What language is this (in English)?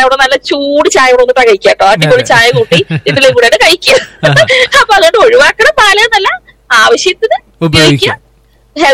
Malayalam